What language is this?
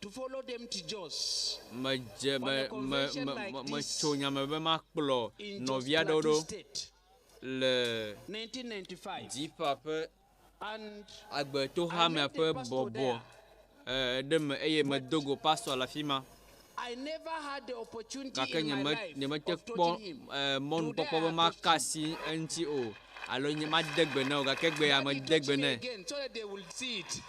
Ewe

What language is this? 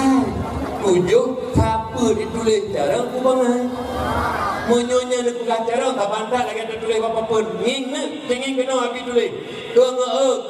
Achinese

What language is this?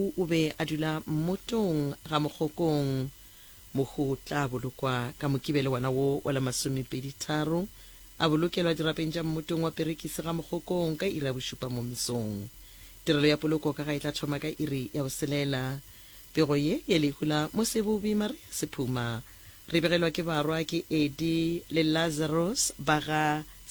Northern Sotho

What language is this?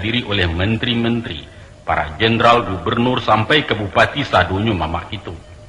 Minangkabau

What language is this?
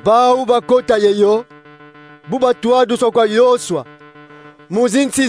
Kongo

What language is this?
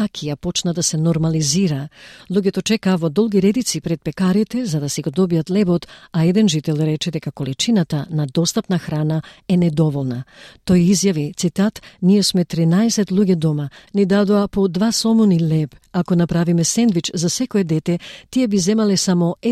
Macedonian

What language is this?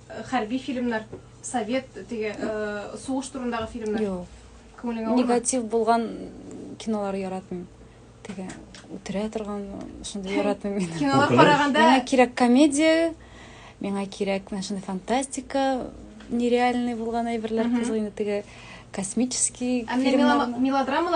Tatar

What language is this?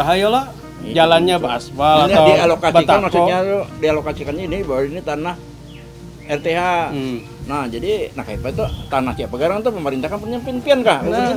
Banjar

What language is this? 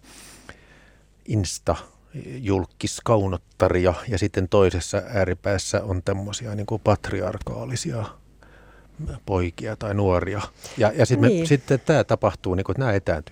Finnish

